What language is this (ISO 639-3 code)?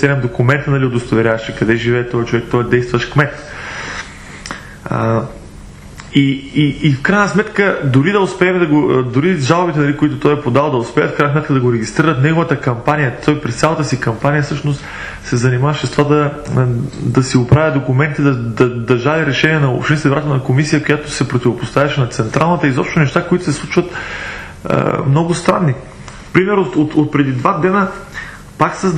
bul